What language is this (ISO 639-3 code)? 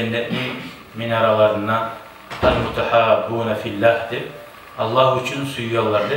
kum